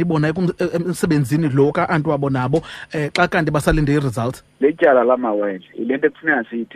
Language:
Xhosa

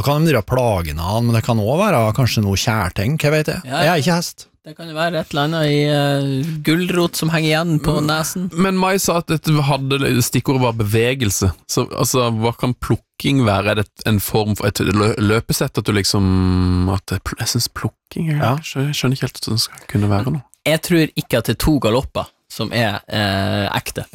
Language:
Norwegian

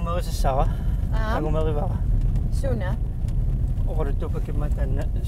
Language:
Kalaallisut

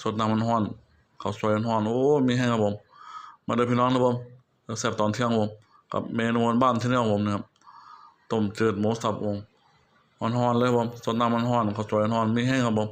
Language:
Northeastern Thai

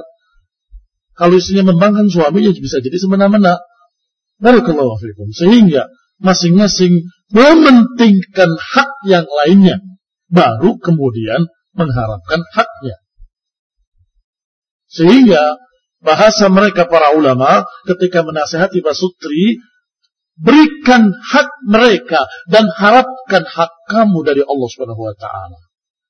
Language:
Indonesian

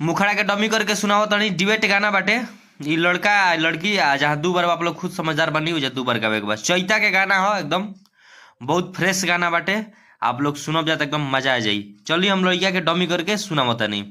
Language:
Bhojpuri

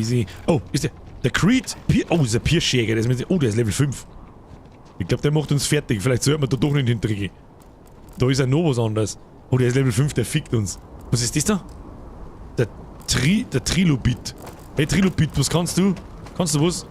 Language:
Bavarian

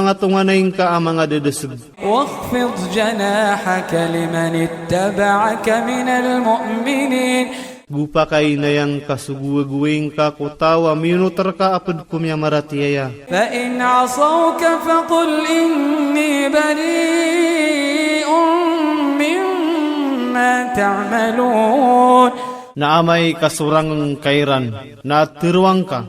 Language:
Iranun (Philippines)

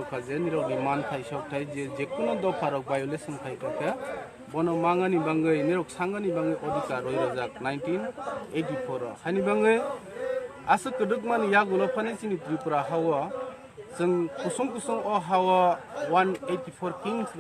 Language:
Kok Borok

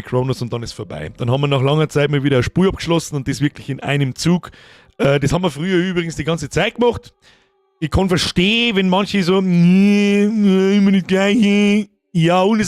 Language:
Bavarian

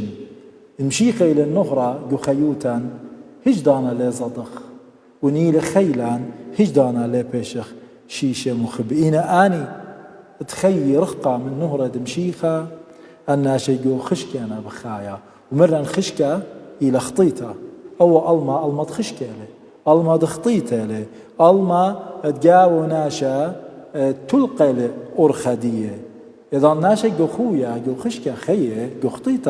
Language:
Assyrian Neo-Aramaic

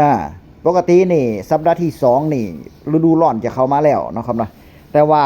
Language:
Northeastern Thai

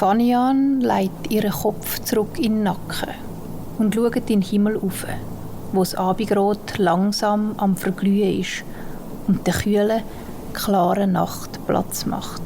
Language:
Swiss German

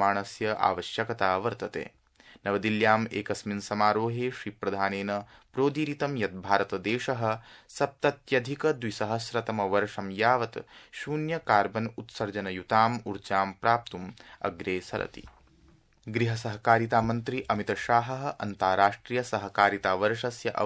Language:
Sanskrit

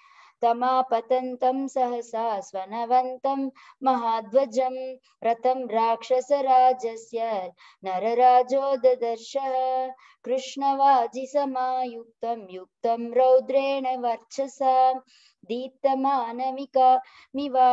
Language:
Sanskrit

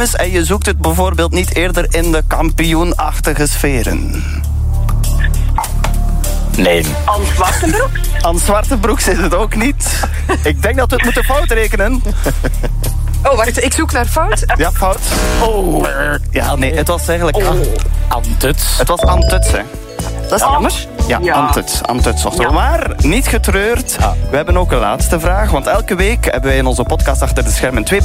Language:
Dutch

